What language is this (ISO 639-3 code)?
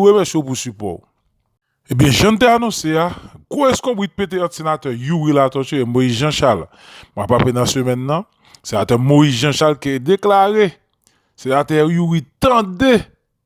hat